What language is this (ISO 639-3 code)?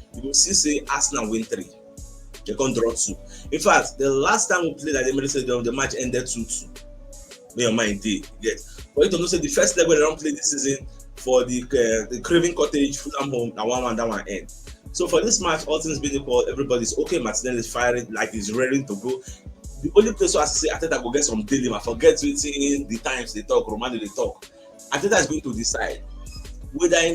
pcm